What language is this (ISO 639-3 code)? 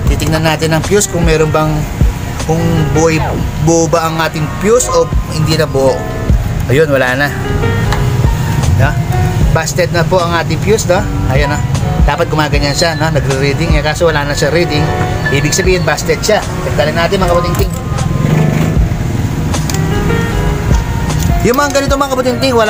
fil